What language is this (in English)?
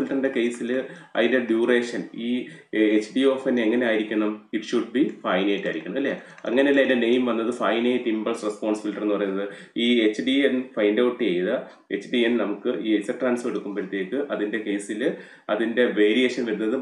Malayalam